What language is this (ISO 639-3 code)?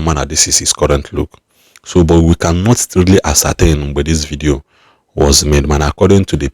ibo